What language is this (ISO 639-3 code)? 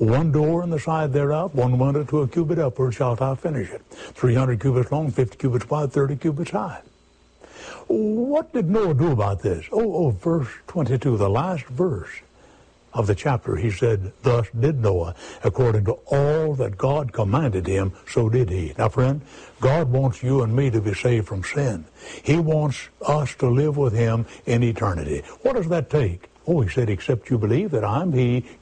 eng